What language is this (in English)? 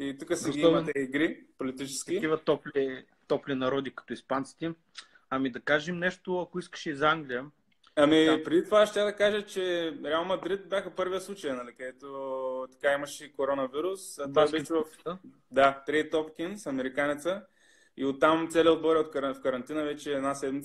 Bulgarian